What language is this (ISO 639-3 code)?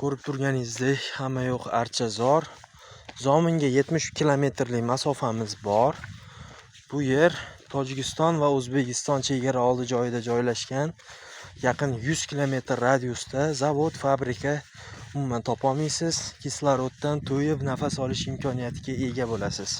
uzb